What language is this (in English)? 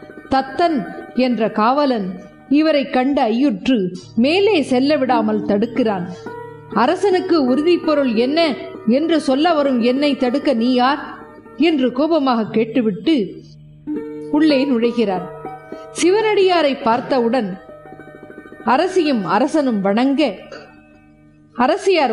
Tamil